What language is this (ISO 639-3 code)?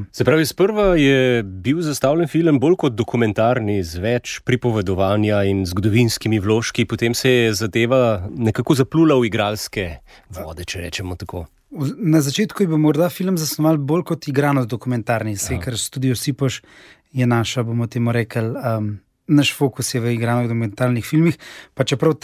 slv